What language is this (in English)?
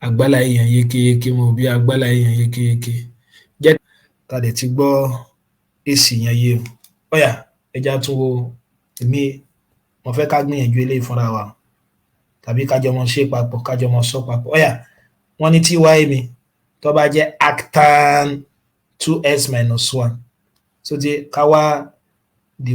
Yoruba